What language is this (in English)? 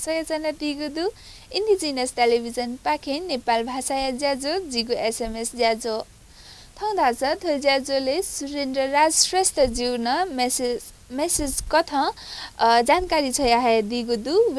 Newari